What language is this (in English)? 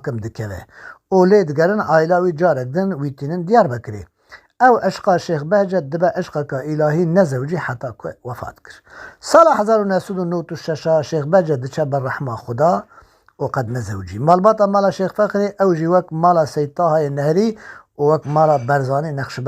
Kurdish